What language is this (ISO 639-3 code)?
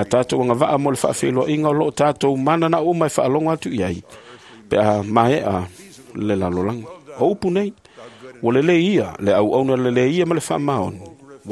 smo